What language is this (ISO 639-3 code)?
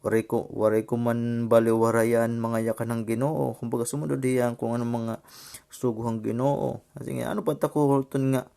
war